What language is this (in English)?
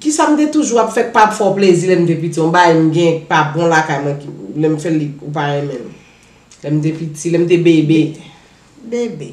Haitian Creole